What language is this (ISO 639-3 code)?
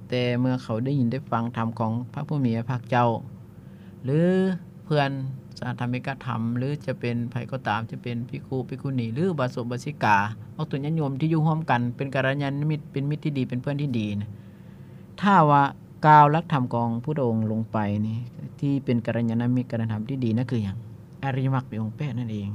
lao